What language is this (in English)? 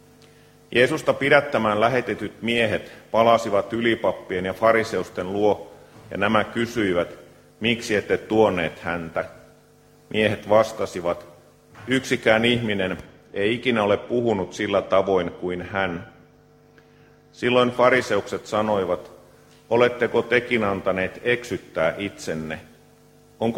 Finnish